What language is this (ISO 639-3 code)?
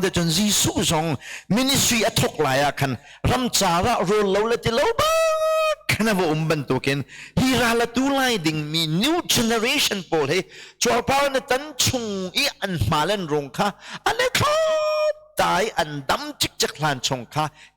cnh